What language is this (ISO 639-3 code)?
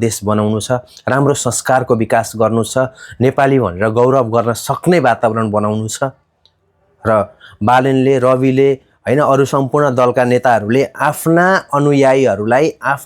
nep